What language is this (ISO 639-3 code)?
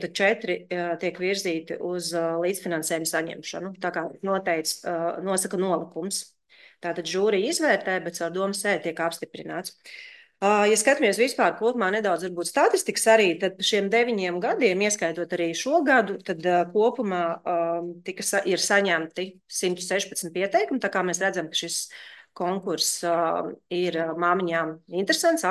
lav